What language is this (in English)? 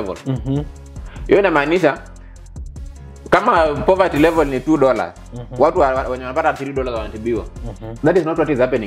Swahili